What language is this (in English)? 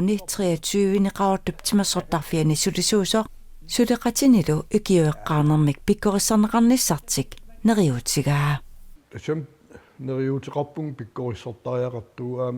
Kalaallisut